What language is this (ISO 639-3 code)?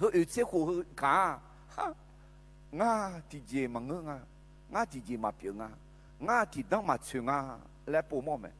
ahk